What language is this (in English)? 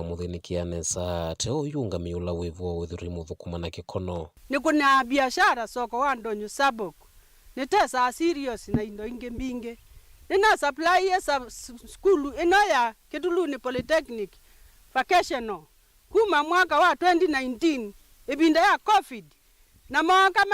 Kamba